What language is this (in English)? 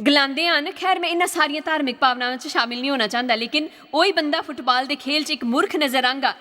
Dogri